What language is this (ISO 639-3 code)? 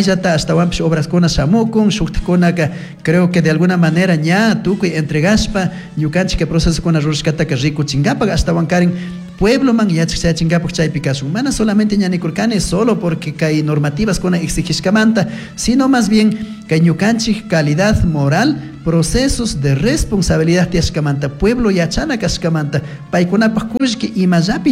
qug